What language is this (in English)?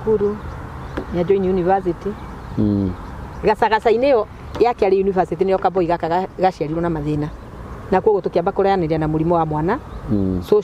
Kikuyu